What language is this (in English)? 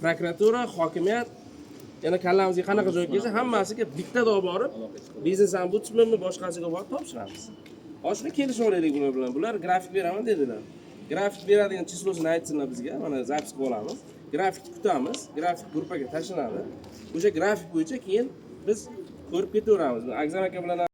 Uzbek